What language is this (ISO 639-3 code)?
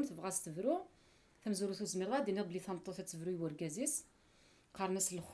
kab